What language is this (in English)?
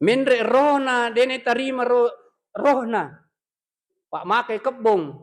Buginese